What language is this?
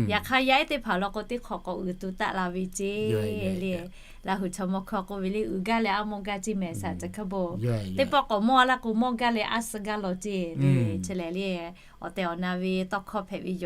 Lahu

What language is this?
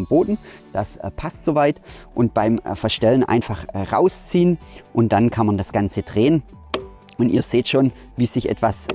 German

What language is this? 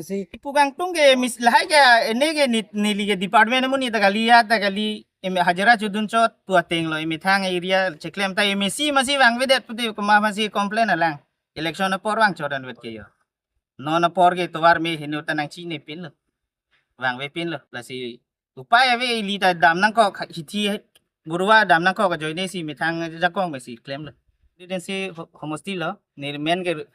Karbi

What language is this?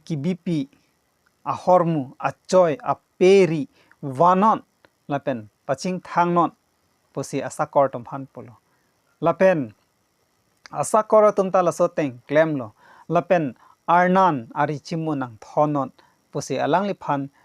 Karbi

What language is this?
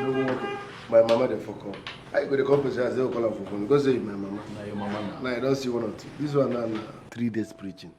Nigerian Pidgin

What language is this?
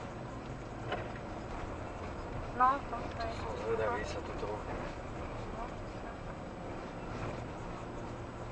Slovak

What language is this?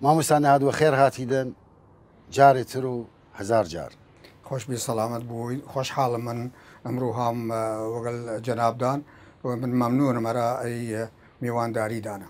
Southern Kurdish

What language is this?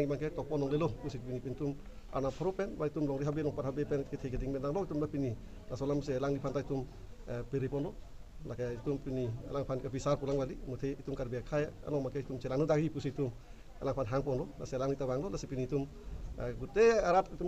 Karbi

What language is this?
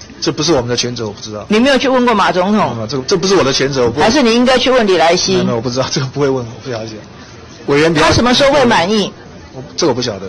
Chinese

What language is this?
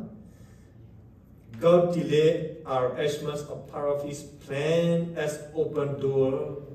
S'gaw Karen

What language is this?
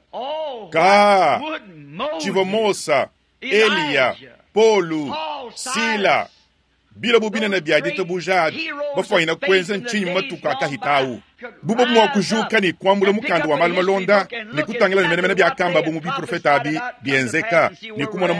Luba-Lulua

